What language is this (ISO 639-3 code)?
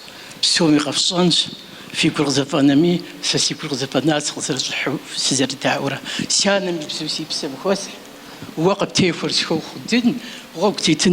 kbd